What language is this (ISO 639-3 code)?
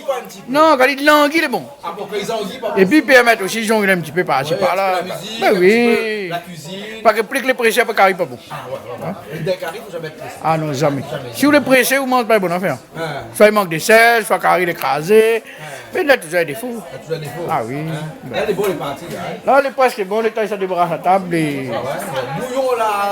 rcf